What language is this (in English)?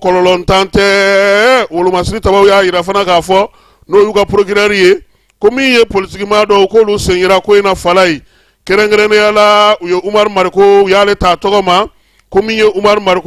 Bambara